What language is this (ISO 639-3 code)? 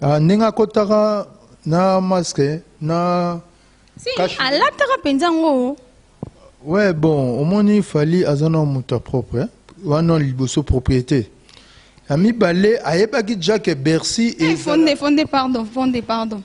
lin